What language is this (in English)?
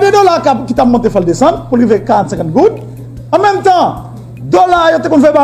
Haitian Creole